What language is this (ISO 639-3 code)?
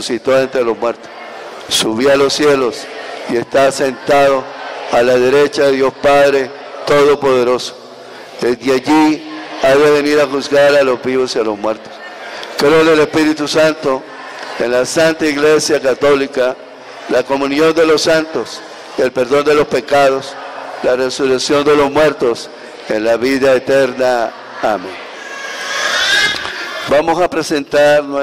spa